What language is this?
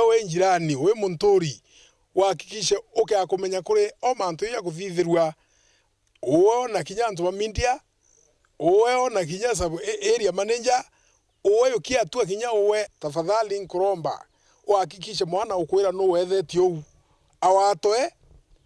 Meru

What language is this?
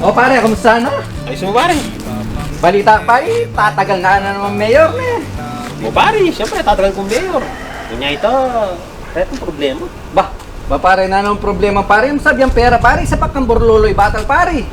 Pampanga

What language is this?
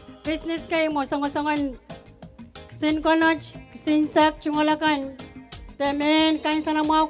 Pohnpeian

